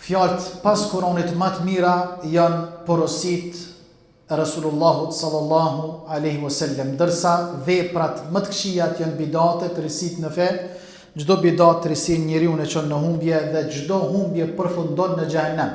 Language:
Albanian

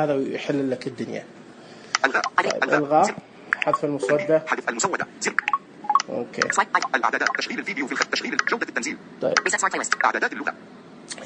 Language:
Najdi Arabic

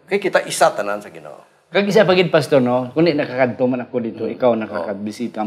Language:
Hiligaynon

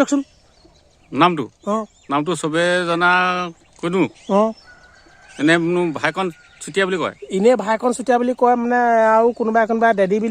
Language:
Assamese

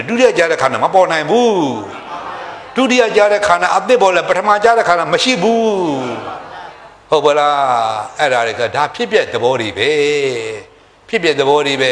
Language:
Burmese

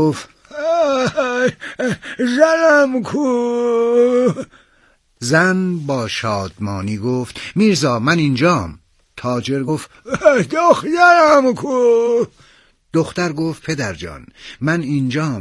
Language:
Persian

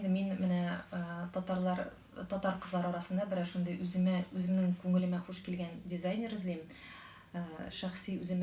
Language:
Tatar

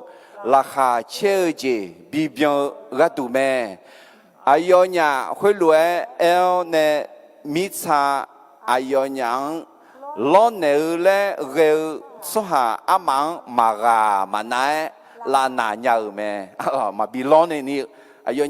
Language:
Akha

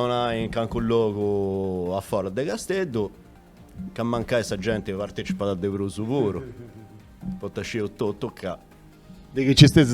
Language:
Sardinian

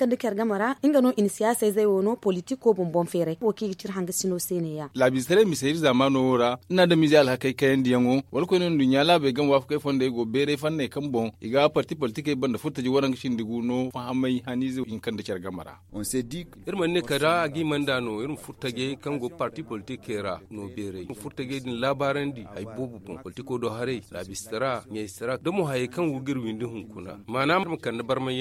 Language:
Zarma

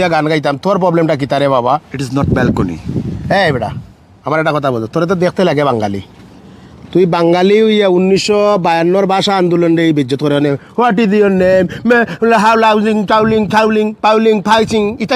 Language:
Sylheti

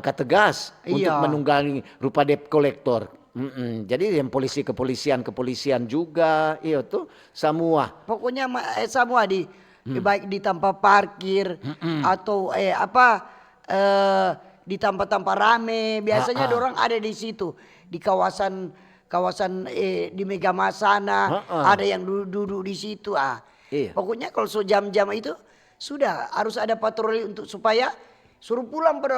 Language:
Manado Malay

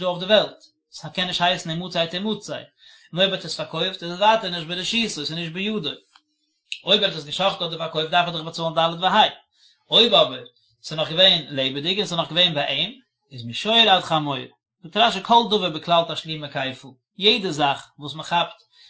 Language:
Yiddish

